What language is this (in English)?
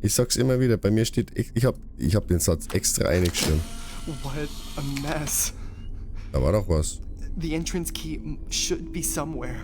Bavarian